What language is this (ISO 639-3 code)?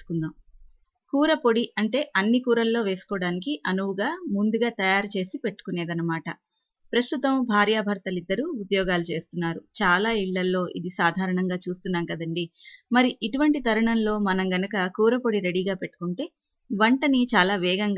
tel